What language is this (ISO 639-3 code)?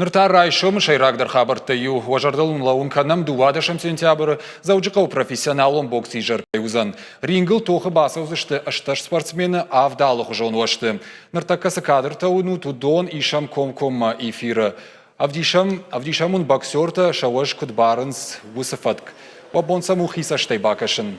oss